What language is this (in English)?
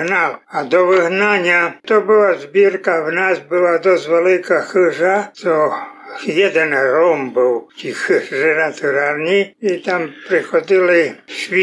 Rusyn